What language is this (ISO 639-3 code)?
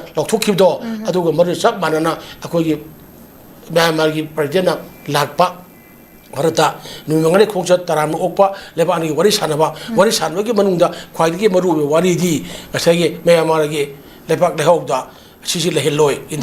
mni